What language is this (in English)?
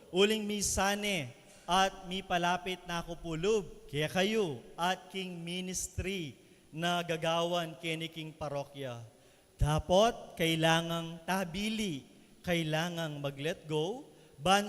Pampanga